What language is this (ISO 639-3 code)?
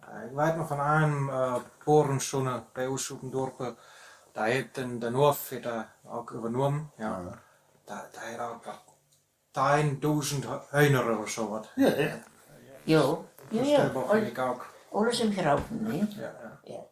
wep